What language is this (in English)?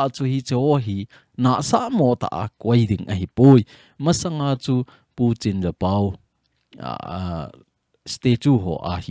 Thado Chin